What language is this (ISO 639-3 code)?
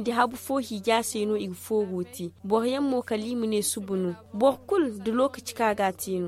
dje